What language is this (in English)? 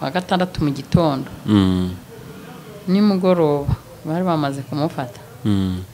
Kinyarwanda